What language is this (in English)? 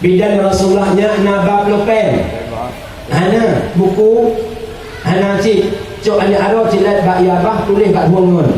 Achinese